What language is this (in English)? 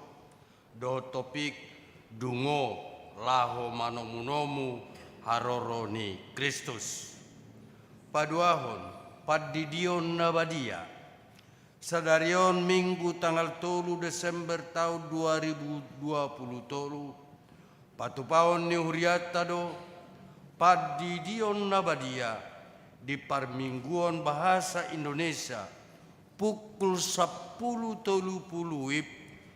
Batak Toba